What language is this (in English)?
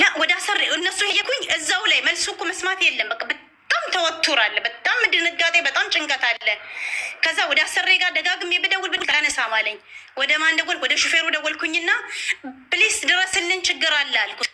Amharic